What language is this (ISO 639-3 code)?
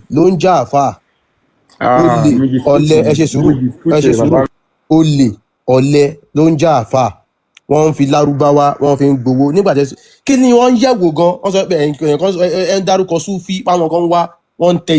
yor